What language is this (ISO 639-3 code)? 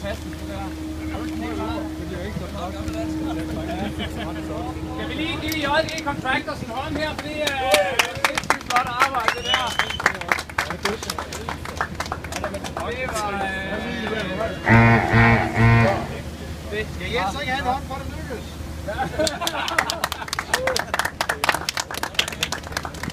dan